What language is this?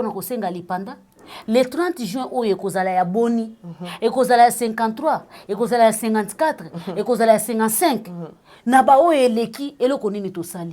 Lingala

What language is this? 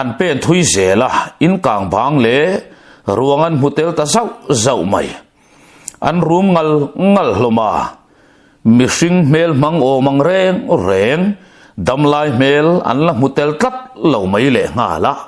Mizo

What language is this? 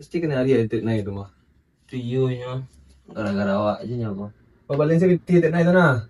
Minangkabau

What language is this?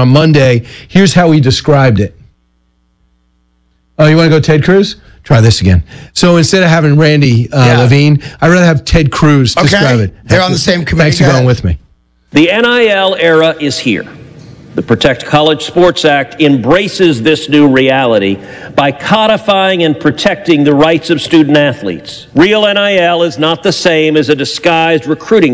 English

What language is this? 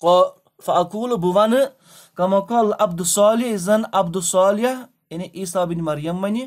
Kashmiri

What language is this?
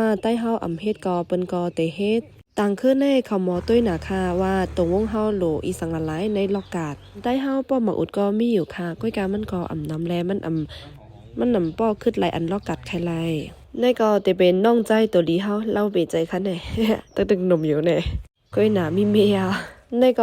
Shan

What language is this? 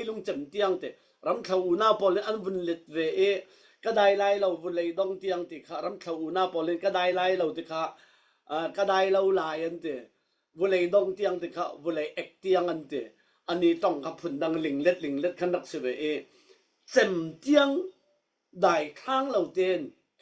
Falam Chin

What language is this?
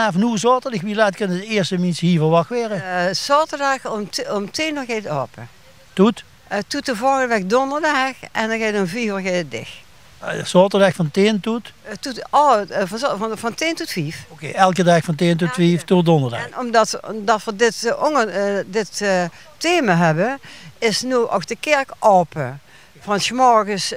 Limburgish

